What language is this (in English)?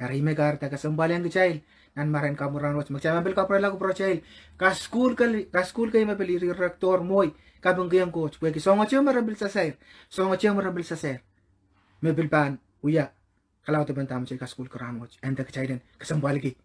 Pohnpeian